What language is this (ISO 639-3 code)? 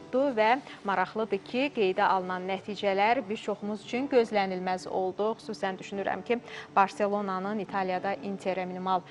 aze